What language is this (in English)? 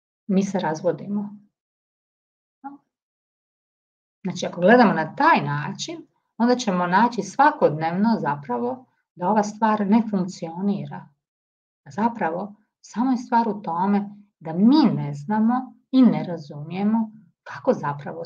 Croatian